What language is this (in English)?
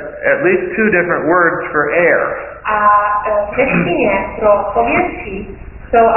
Czech